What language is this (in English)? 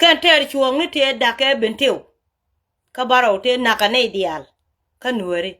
Nuer